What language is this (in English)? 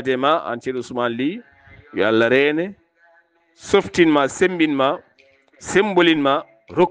Fula